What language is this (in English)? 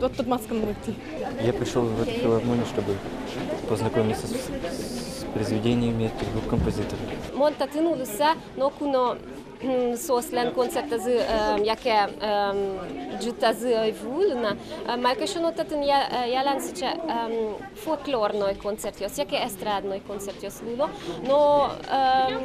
Udmurt